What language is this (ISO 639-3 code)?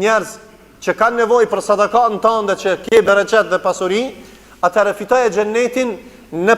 sqi